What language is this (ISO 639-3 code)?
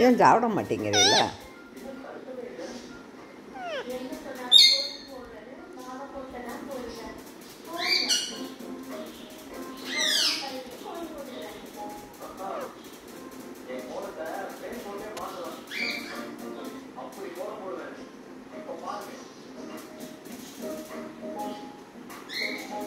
tam